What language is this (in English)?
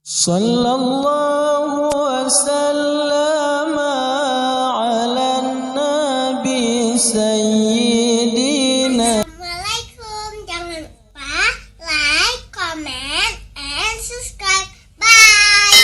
Achinese